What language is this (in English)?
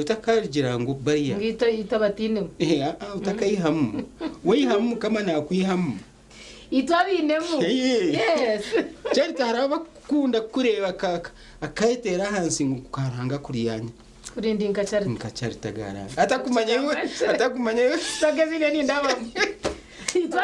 Nyankole